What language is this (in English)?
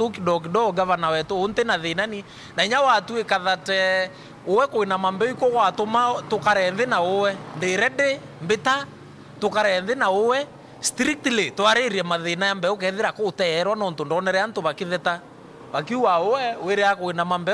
Meru